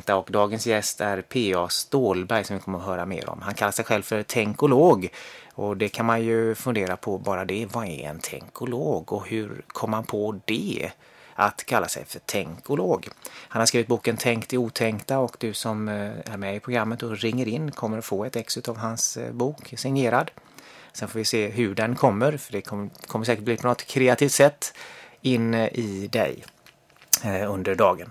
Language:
Swedish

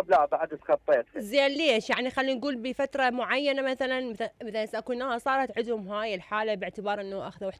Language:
Mesopotamian Arabic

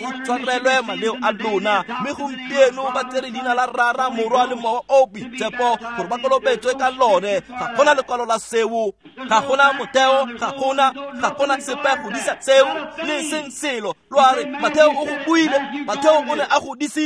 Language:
Tswana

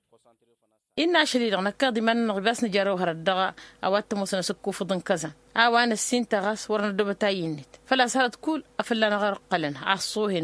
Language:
Tamasheq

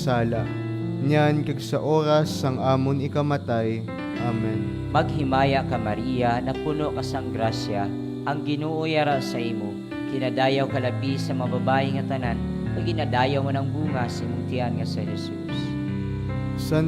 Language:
Hiligaynon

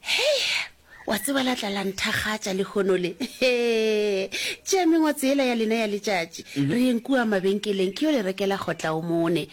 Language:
Northern Sotho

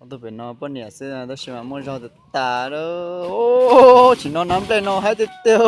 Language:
Hmong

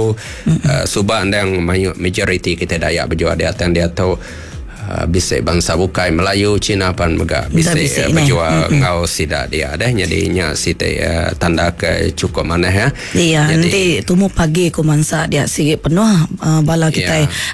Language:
Iban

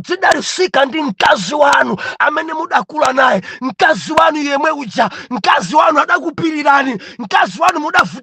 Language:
Nyanja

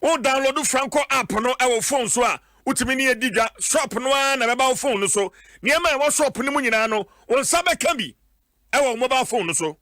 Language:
Akan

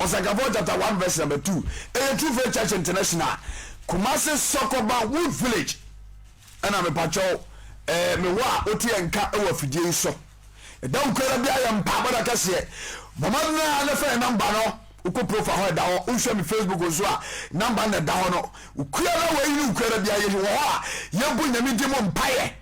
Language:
Akan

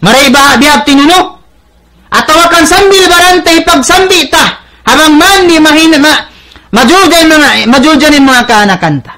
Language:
Tausug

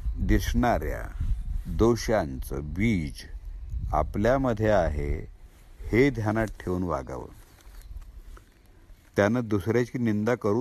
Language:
Marathi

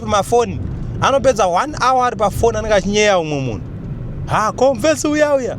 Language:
Shona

